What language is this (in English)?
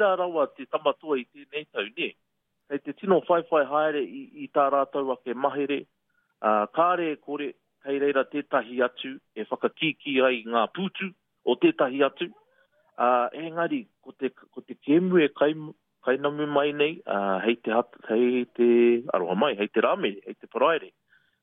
Māori